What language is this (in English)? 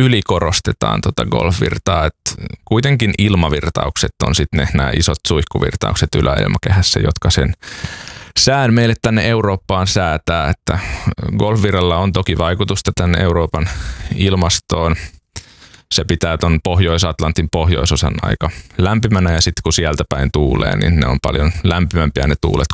Finnish